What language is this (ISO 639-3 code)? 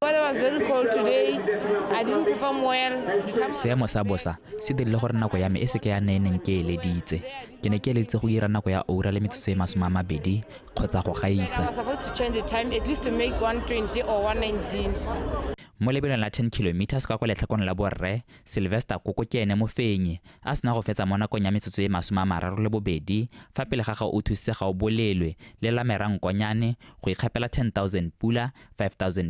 tsn